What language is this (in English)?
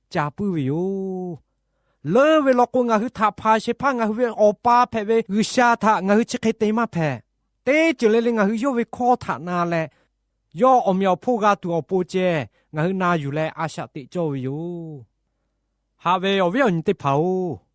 Lahu